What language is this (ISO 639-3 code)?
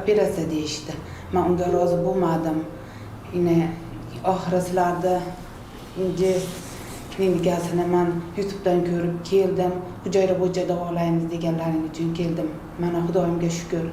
uzb